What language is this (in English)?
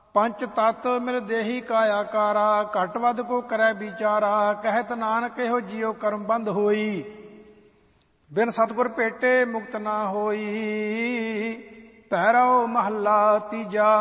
Punjabi